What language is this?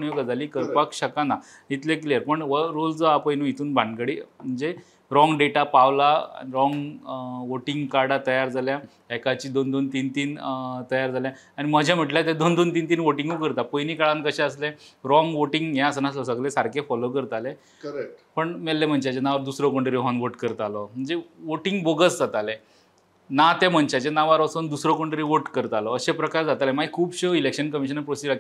Konkani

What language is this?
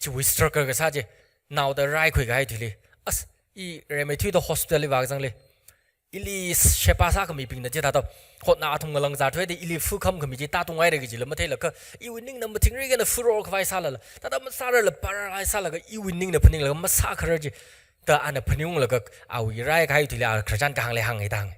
Tangkhul Naga (India)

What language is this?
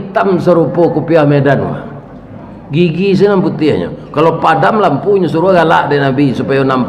Minangkabau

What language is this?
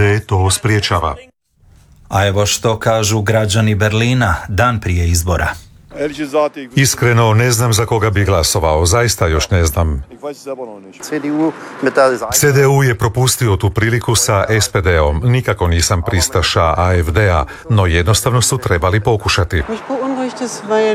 Croatian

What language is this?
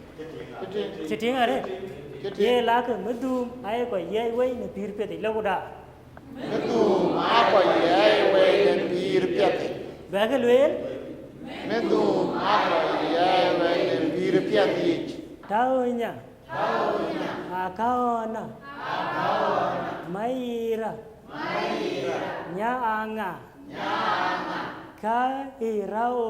Dinka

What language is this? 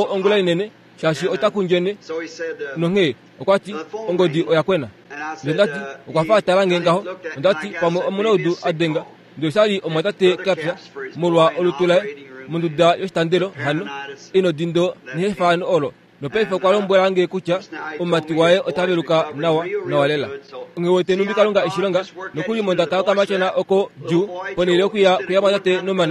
Kuanyama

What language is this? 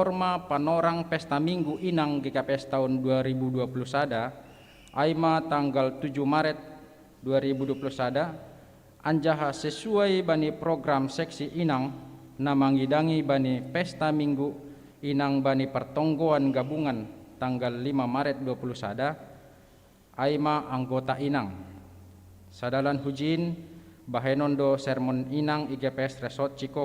Batak Simalungun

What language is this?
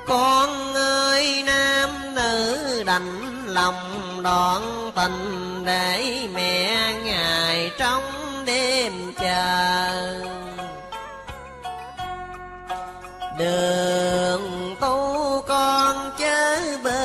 Vietnamese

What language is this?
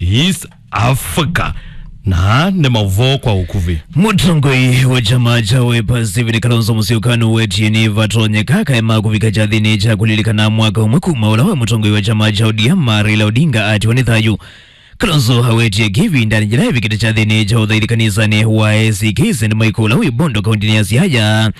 Kamba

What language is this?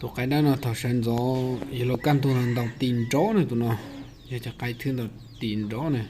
Hmong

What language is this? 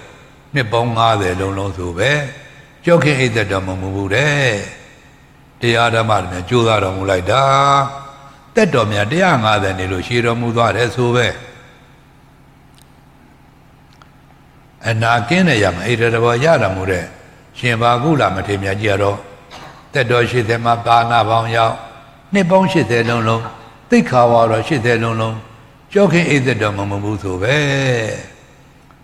Burmese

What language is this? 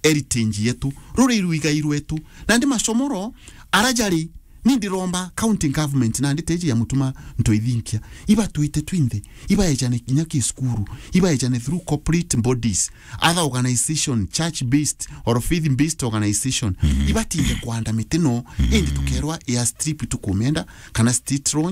Meru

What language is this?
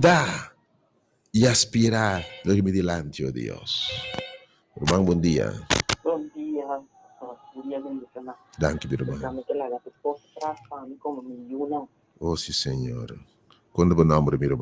Papiamento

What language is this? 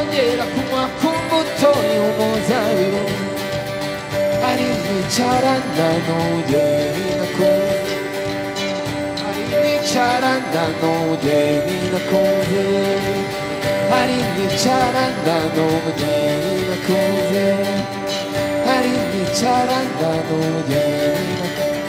Kinyarwanda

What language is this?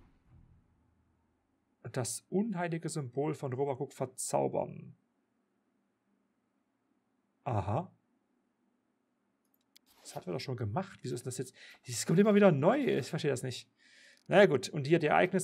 German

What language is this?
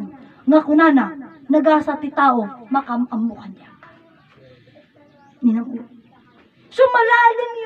Iloko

